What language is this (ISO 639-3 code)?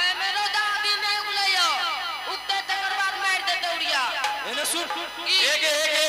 anp